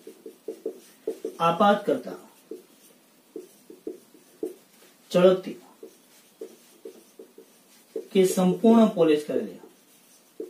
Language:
Gujarati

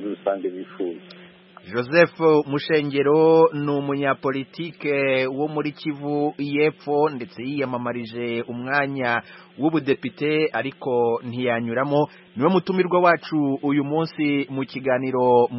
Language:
Kinyarwanda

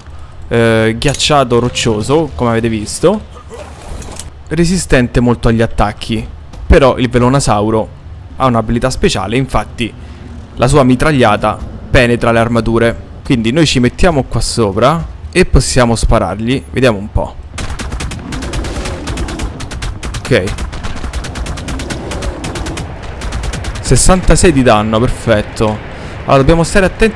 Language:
Italian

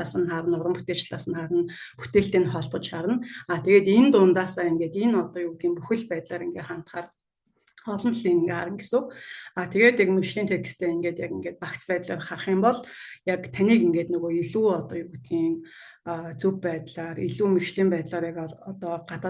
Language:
Mongolian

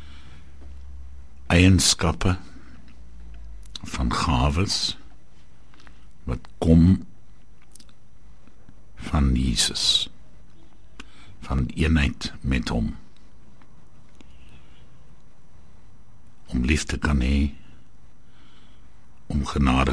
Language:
Afrikaans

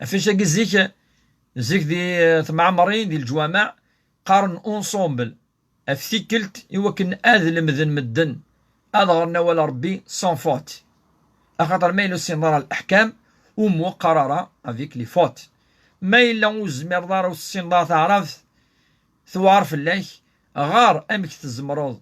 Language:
Kabyle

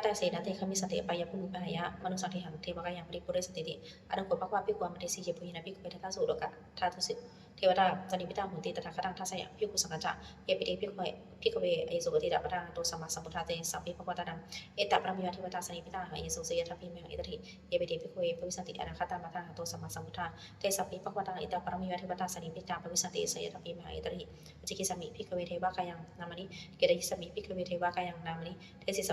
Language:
Pali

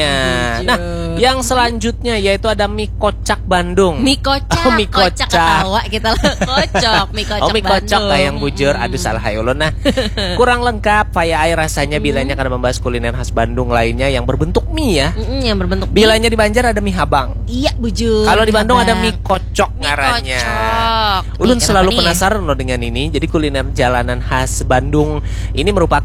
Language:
Banjar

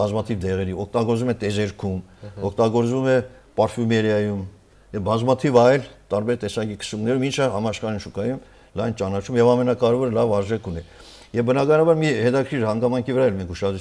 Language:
Armenian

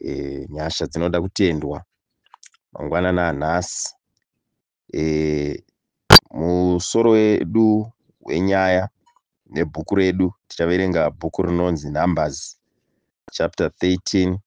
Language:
Shona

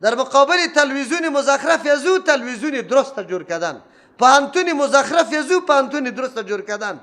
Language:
Persian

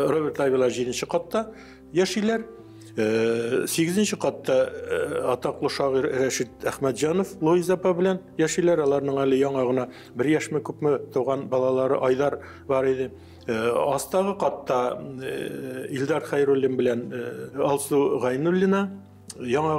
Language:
Tatar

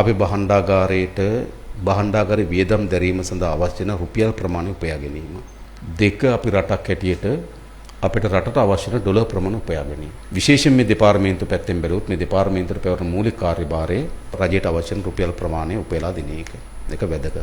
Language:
Sinhala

